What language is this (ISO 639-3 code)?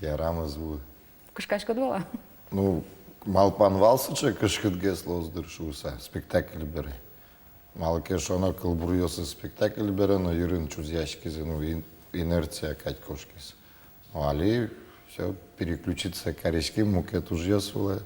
udm